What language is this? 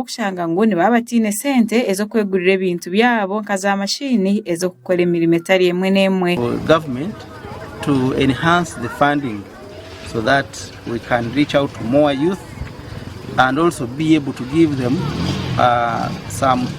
Nyankole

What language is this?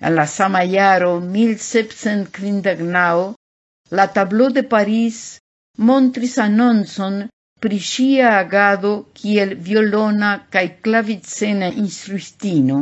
Esperanto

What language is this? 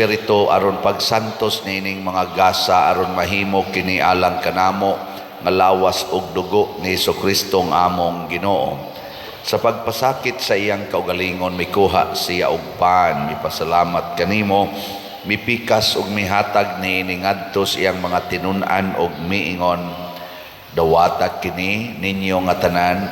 Cebuano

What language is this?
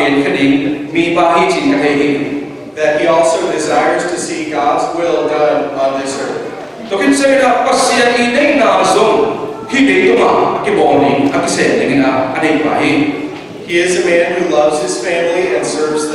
Tedim Chin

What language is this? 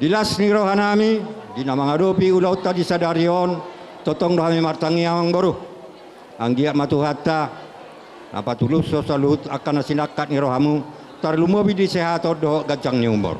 Batak Toba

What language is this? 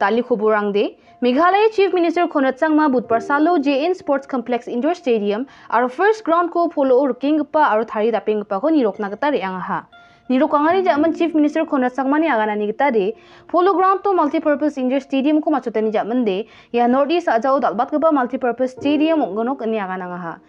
Garo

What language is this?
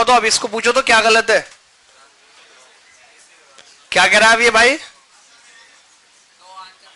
Hindi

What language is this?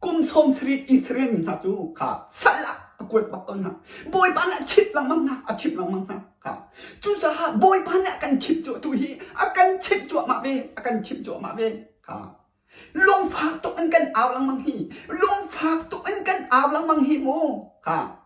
Hakha Chin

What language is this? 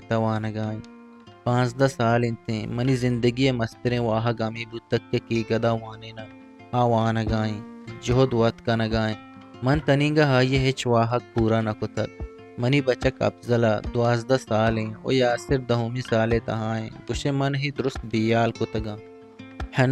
Eastern Balochi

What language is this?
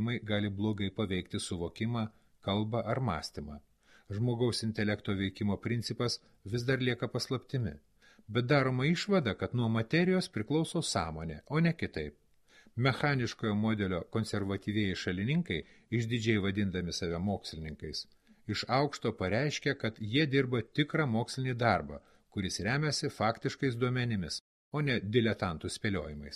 Lithuanian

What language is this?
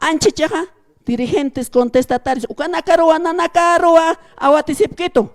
Aymara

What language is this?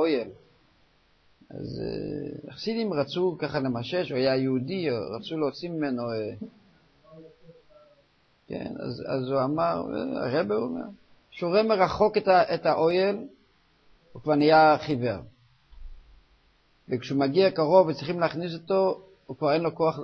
Hebrew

